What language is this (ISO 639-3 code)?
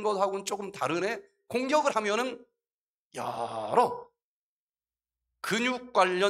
kor